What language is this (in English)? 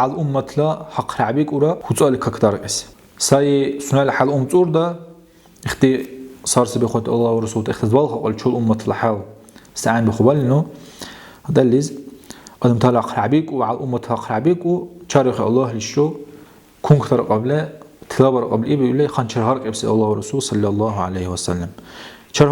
Dargwa